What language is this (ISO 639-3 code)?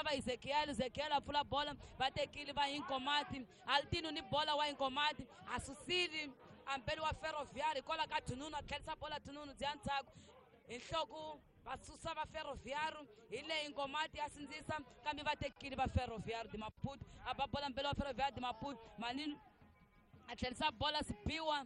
tso